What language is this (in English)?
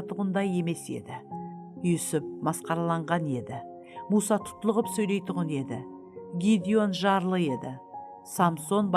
Kara-Kalpak